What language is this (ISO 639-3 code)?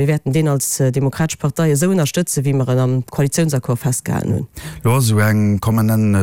ltz